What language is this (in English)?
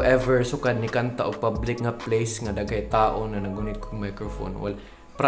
Cebuano